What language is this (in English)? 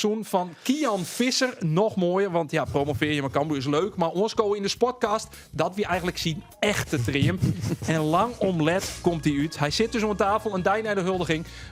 Western Frisian